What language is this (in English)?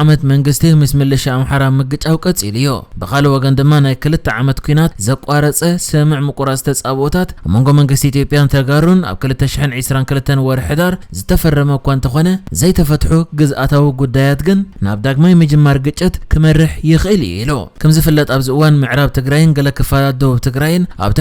Tigrinya